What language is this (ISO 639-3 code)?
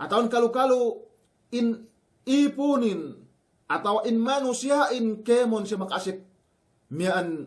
yka